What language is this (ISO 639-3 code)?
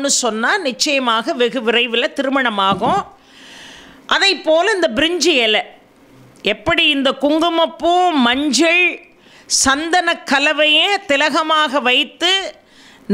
tam